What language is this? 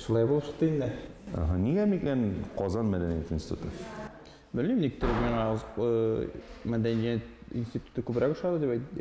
Tatar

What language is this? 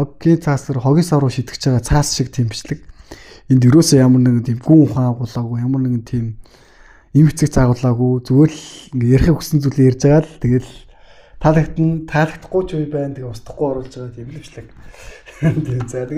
Mongolian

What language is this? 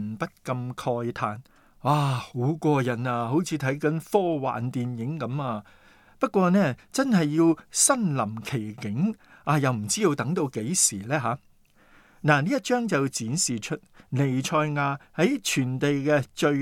Cantonese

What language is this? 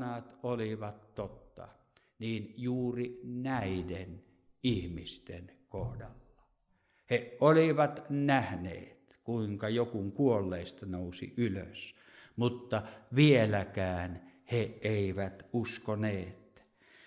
Finnish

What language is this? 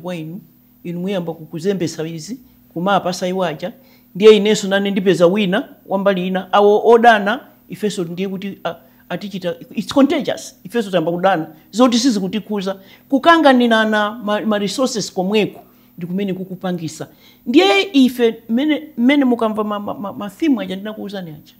Nyanja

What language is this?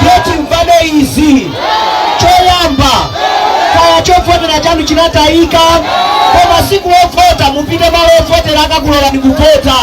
Nyanja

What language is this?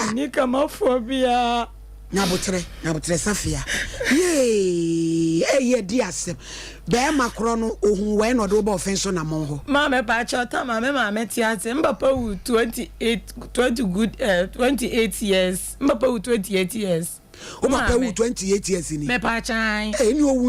Akan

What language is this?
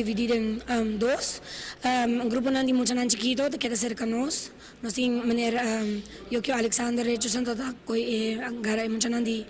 Papiamento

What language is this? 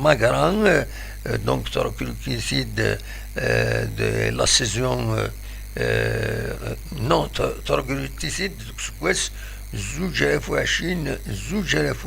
Kabyle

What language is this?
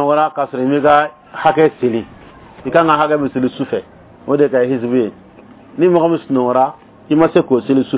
Bambara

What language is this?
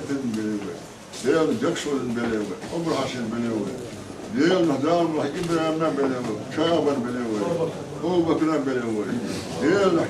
Chechen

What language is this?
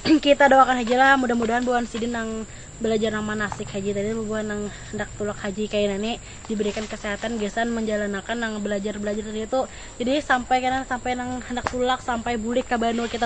Banjar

